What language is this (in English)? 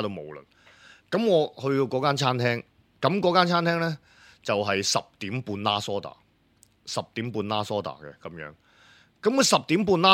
Cantonese